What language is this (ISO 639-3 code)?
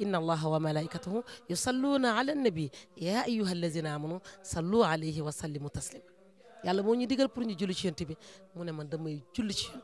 wol